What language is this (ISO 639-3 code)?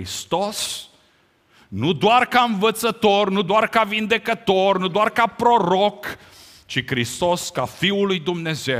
ron